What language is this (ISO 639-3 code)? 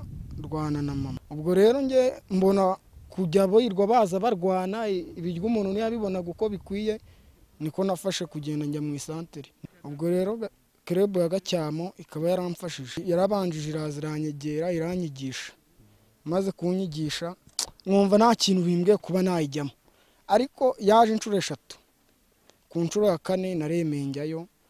kin